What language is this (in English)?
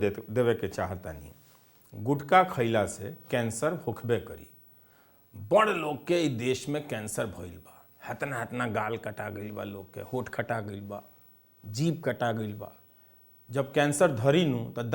Bhojpuri